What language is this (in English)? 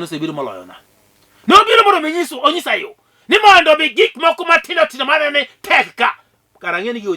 Luo (Kenya and Tanzania)